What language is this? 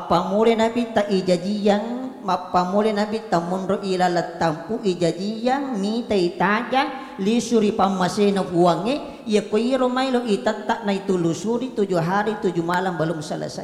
Buginese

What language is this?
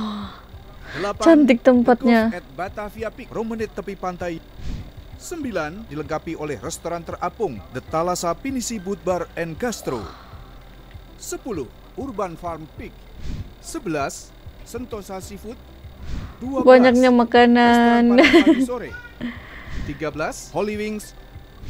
Indonesian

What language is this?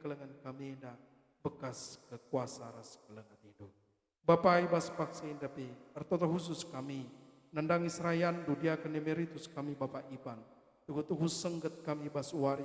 Batak Karo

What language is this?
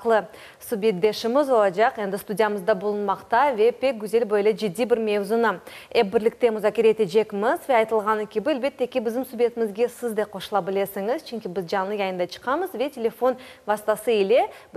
Crimean Tatar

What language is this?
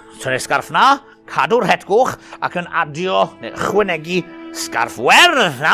Welsh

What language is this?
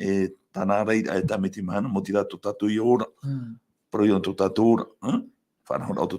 Tahitian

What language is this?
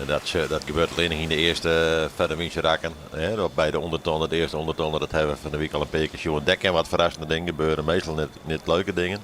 Western Frisian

